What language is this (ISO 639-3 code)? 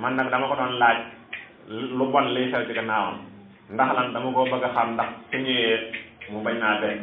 wol